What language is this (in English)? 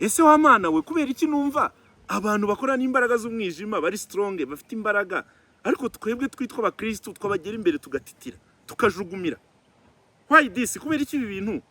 Kinyarwanda